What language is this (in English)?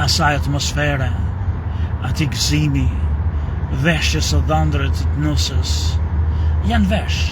Albanian